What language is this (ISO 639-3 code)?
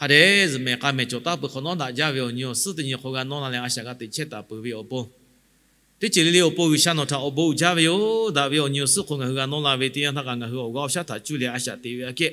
lhu